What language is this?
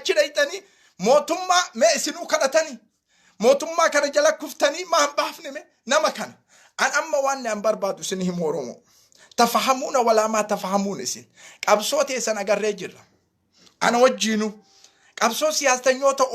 Oromo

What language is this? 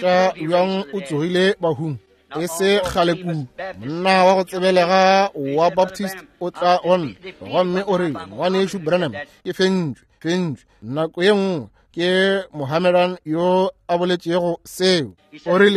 Northern Sotho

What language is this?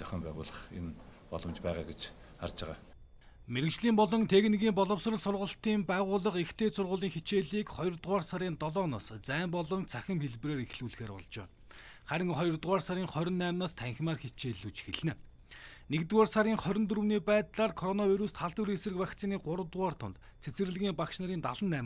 Mongolian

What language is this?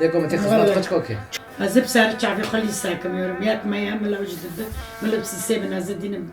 Kurdish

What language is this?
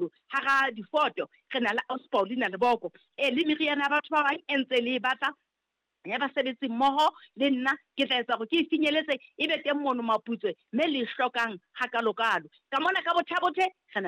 Southern Sotho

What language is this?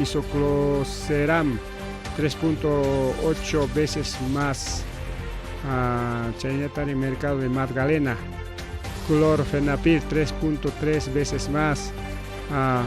Ayacucho Quechua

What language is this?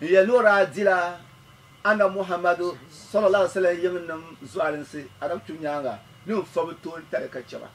Dagbani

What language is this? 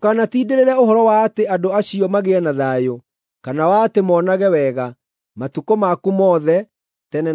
Kikuyu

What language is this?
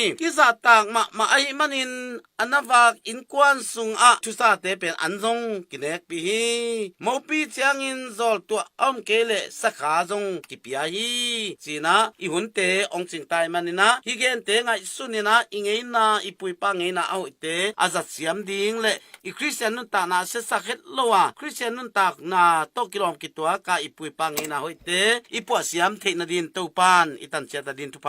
Tedim Chin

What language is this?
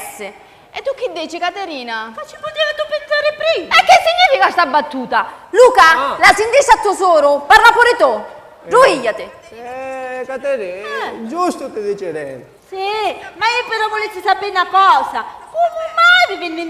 Sicilian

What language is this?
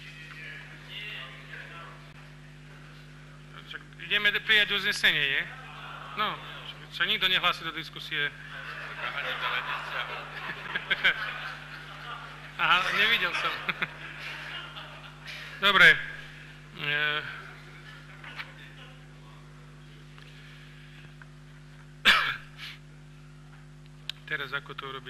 Slovak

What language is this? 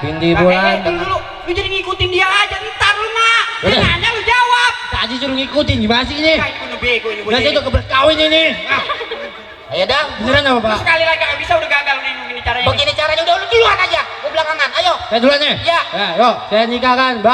Betawi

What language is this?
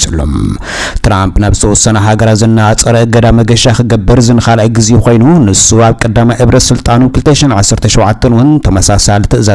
Tigrinya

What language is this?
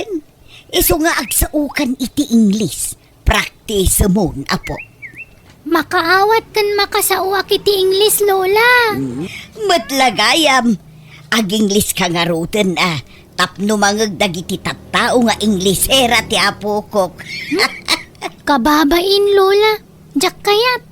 Iloko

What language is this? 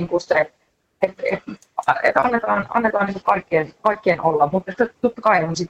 Finnish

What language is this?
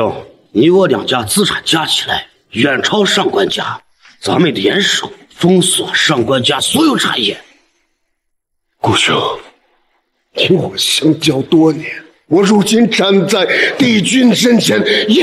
Chinese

